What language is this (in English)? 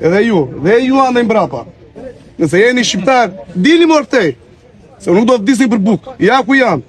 Albanian